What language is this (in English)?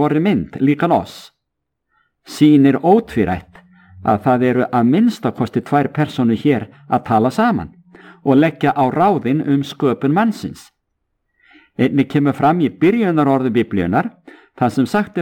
Icelandic